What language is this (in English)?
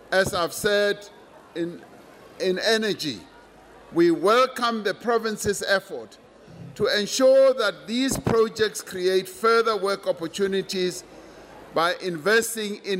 English